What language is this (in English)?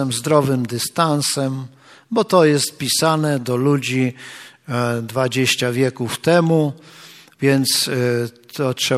Polish